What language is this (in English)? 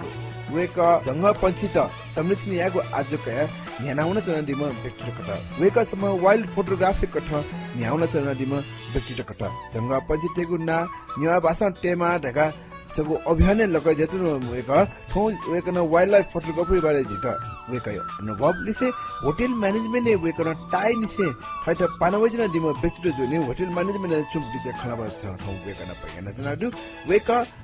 Newari